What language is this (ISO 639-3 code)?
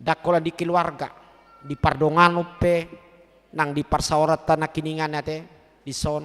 bbc